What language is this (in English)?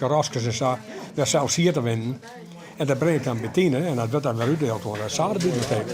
Western Frisian